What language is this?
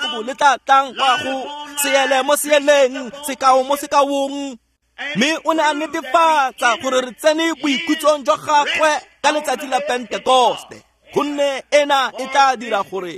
Tswana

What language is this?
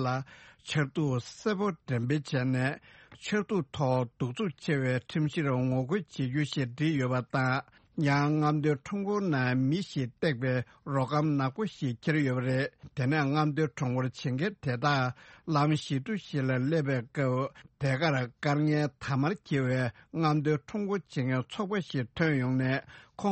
Tibetan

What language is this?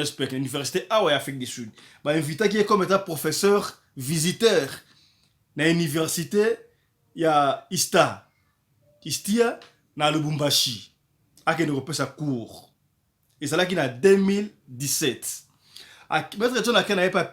Lingala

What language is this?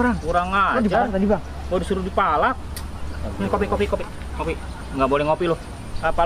Betawi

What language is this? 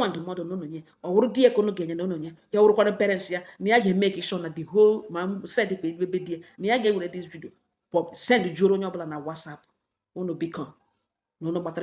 Igbo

